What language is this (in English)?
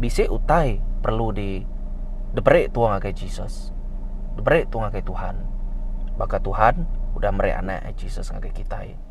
Iban